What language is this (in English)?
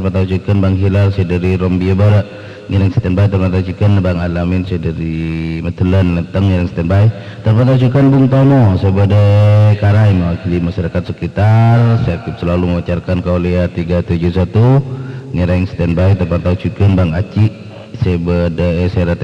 Madurese